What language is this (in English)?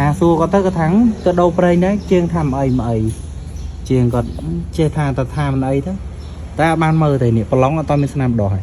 Khmer